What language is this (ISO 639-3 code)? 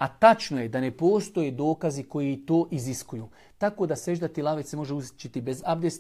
bos